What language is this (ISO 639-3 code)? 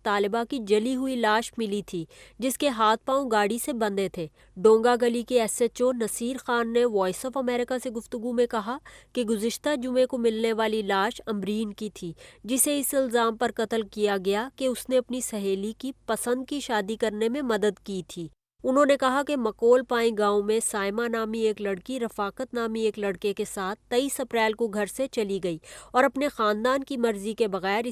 urd